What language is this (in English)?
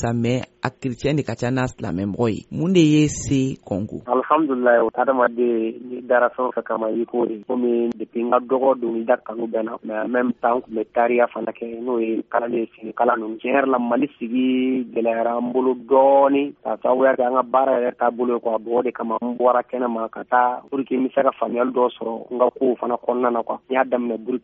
Bambara